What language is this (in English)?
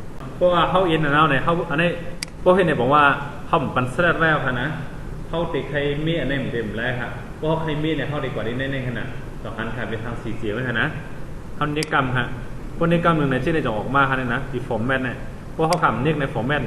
Shan